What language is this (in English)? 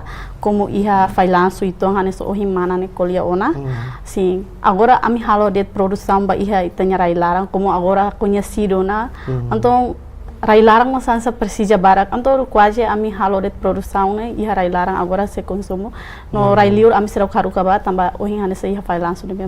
Tetum